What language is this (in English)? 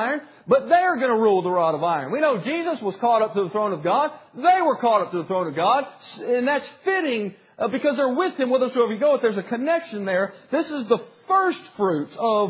English